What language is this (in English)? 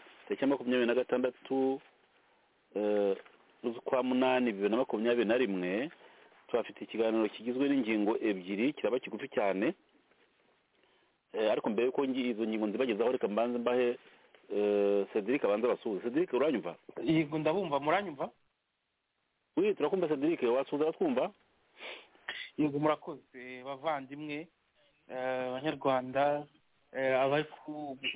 Kinyarwanda